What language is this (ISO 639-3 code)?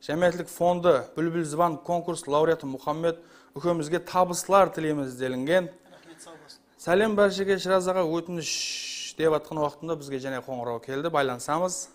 kaa